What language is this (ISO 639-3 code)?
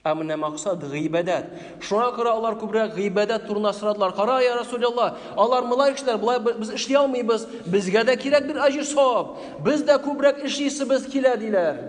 tat